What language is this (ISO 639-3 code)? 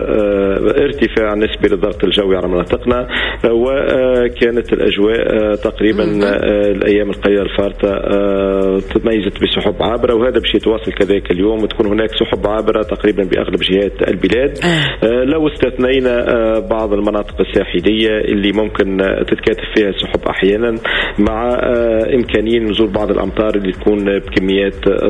aeb